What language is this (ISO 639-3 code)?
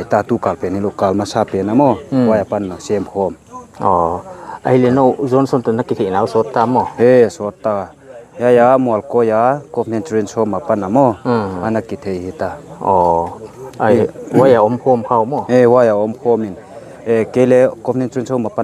pck